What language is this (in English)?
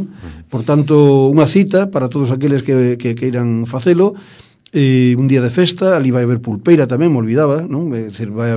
Galician